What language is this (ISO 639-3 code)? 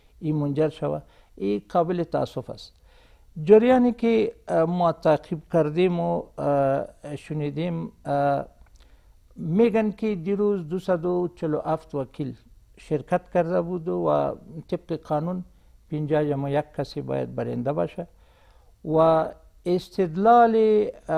fas